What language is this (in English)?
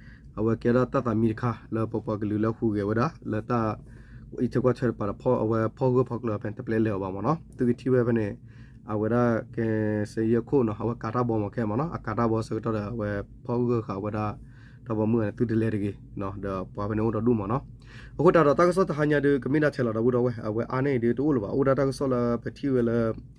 S'gaw Karen